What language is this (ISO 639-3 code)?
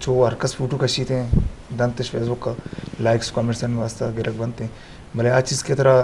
bgp